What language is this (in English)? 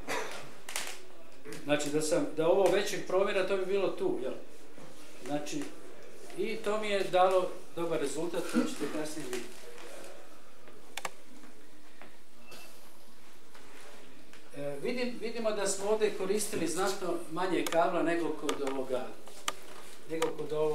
Croatian